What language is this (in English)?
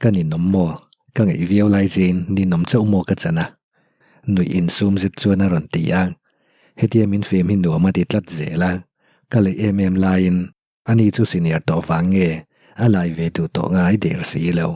Mizo